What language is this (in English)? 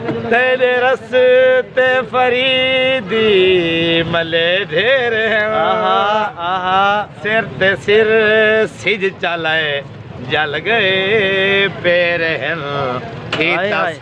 Saraiki